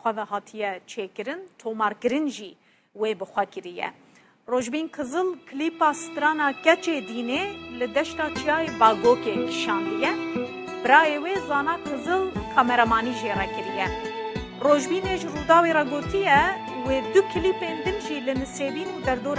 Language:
Kurdish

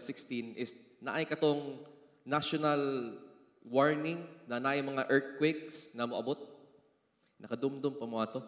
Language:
Cebuano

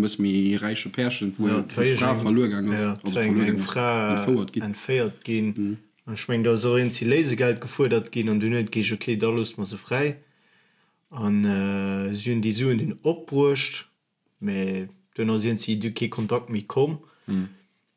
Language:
Luxembourgish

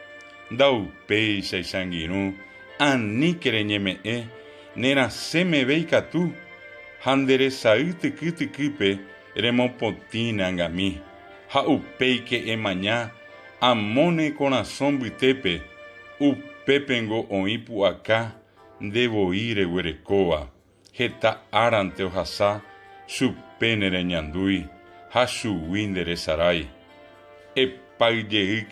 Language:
Guarani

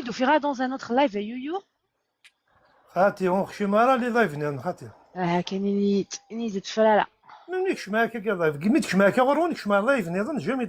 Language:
Kabyle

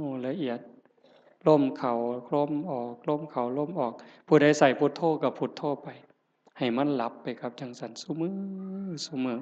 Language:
Northeastern Thai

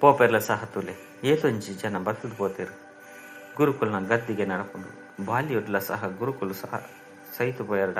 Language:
Tulu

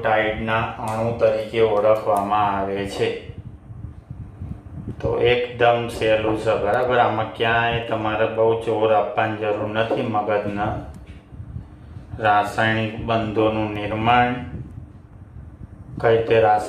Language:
Gujarati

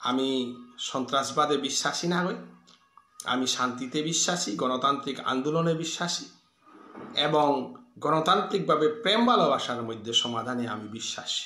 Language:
Bishnupriya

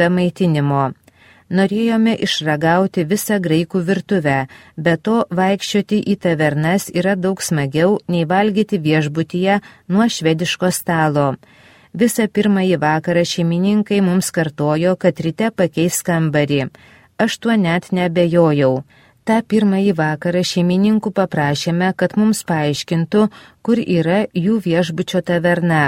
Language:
Lithuanian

